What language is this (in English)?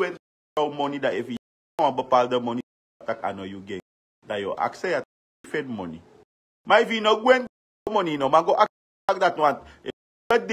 Sranan Tongo